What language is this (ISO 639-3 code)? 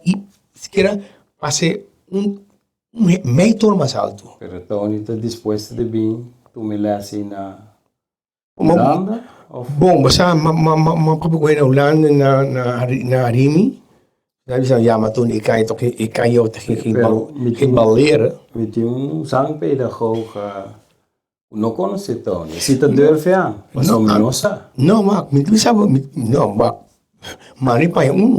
pap